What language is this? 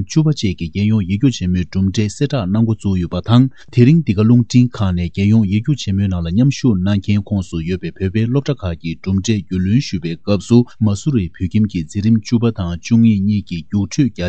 Tibetan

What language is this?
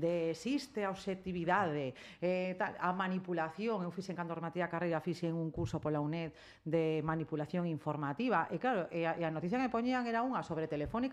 Galician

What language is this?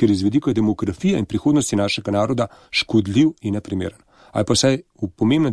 Slovenian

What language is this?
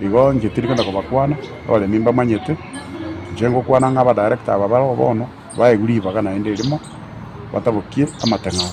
Gusii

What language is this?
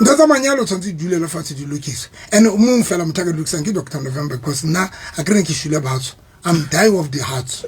Southern Sotho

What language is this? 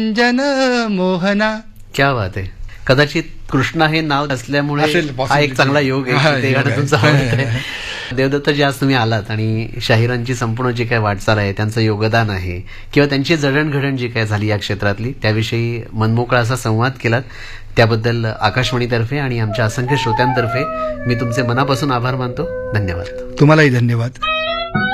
Marathi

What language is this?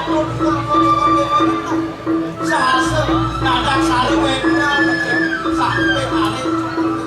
Balinese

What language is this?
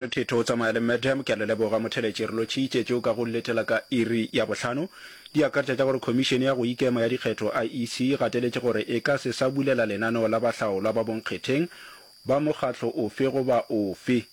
Northern Sotho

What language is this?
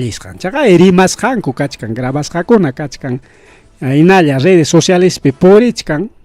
Ayacucho Quechua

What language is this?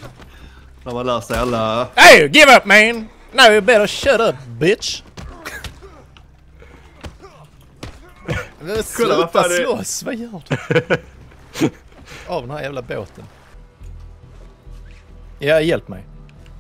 Swedish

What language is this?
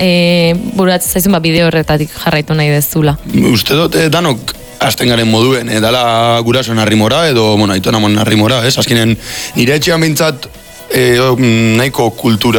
Basque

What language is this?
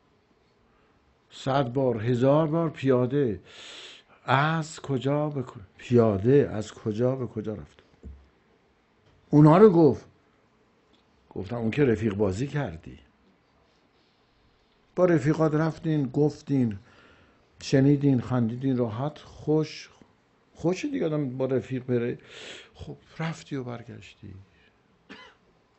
Persian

